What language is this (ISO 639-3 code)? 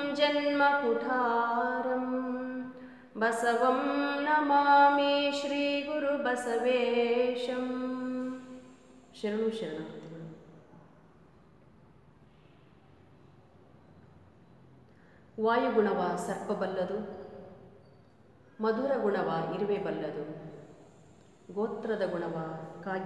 kan